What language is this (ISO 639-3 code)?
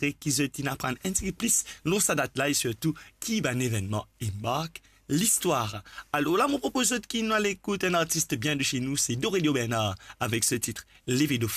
mfe